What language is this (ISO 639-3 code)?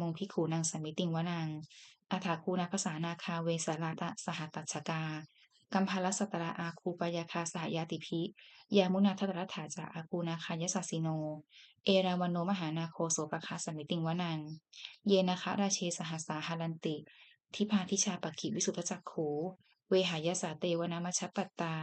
pli